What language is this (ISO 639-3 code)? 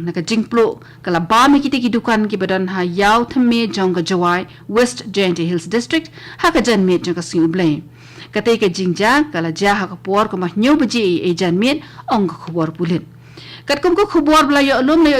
kha